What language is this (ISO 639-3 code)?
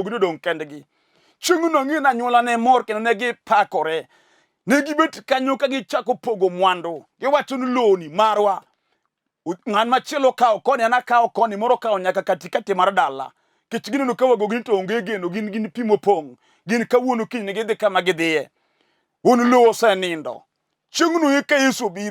luo